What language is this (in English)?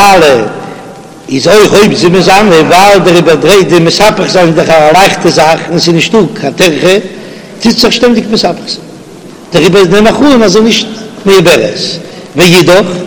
Yiddish